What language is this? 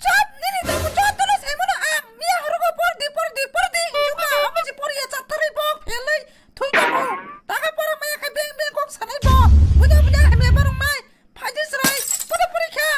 Kok Borok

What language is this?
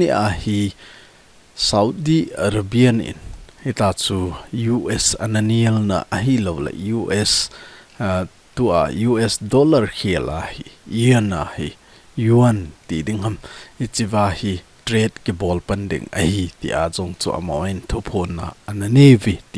Thado Chin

